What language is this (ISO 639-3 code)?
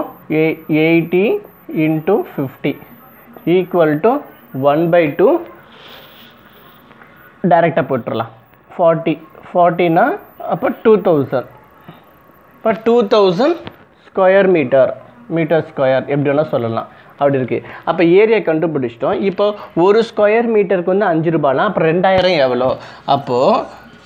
tam